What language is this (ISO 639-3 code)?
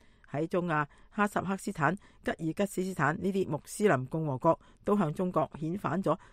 yue